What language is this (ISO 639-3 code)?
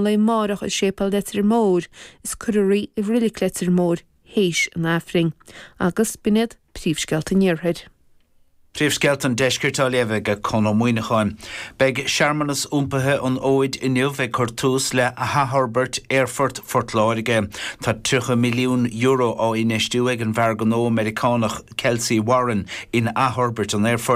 gle